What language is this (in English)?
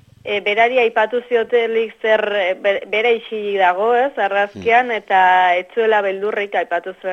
Basque